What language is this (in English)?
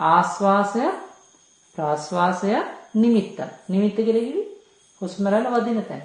Sinhala